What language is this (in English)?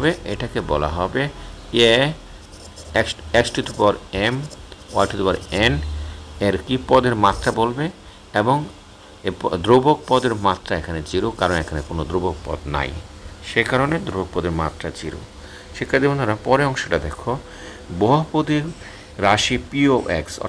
Bangla